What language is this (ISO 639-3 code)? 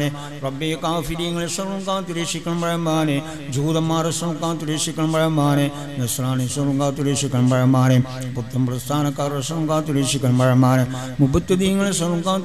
mal